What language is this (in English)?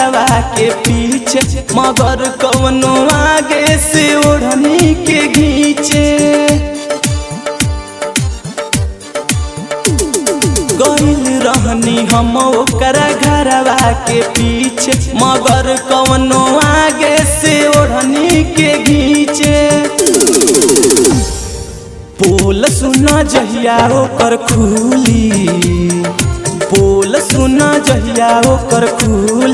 Bhojpuri